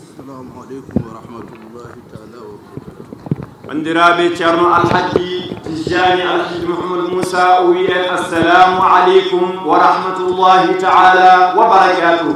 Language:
Fula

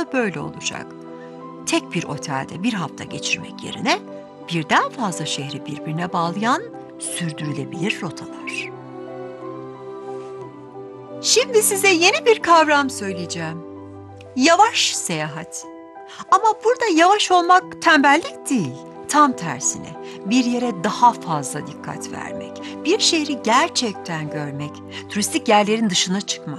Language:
Turkish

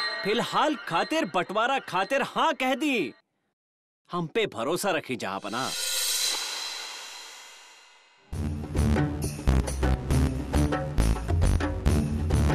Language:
Bhojpuri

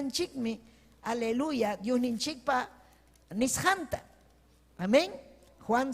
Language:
Ayacucho Quechua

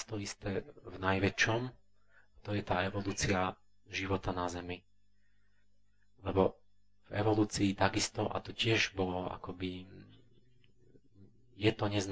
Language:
Slovak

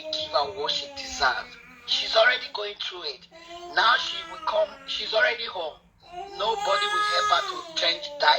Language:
Nigerian Pidgin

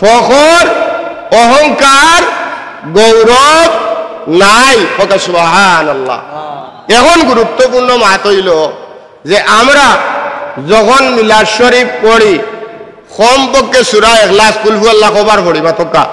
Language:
Sylheti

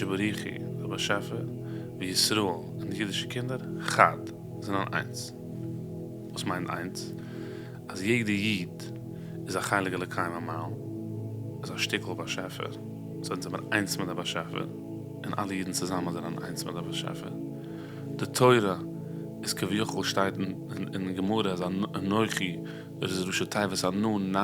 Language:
Yiddish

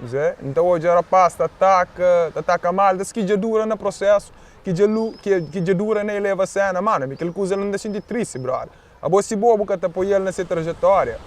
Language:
Kabuverdianu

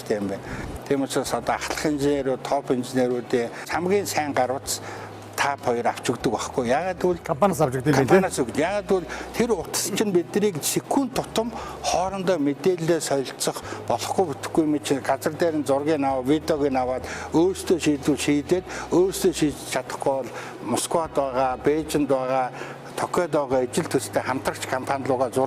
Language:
Mongolian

